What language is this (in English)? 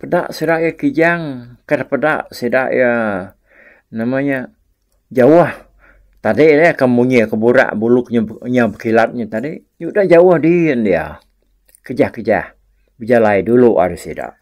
Iban